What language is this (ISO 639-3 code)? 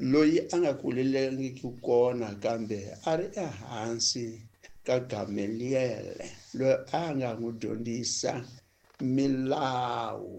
tso